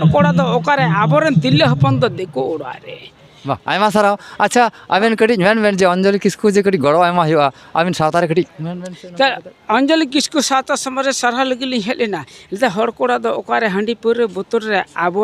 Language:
Santali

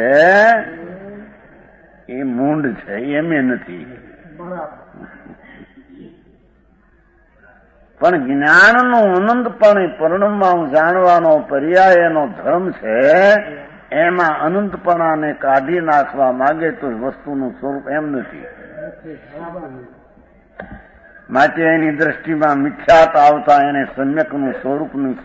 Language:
Gujarati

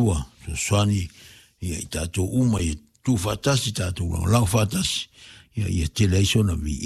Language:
Samoan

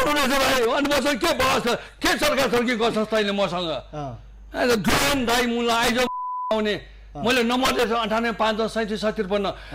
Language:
Nepali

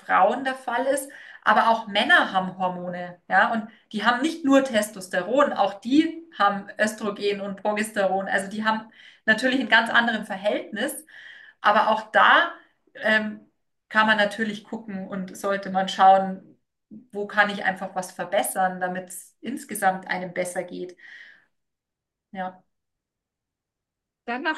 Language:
German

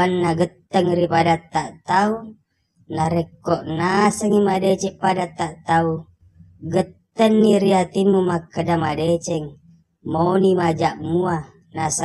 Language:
Buginese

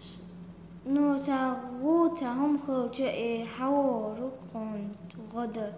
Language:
Chechen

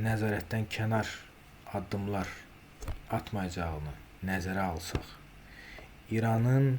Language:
Azerbaijani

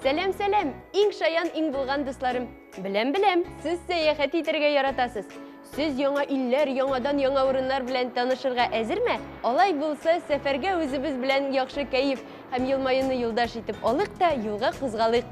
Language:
Tatar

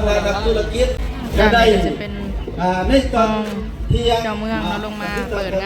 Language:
Northeastern Thai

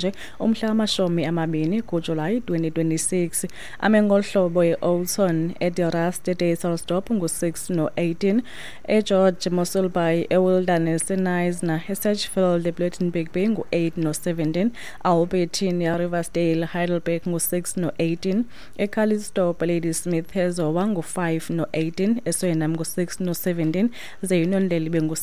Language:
Xhosa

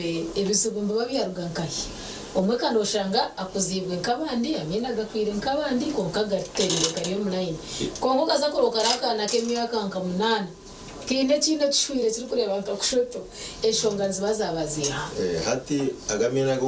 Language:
Nyankole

